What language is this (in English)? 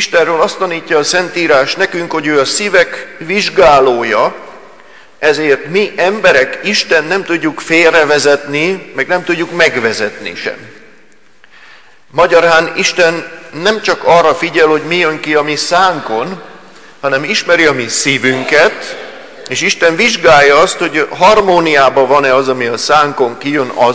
Hungarian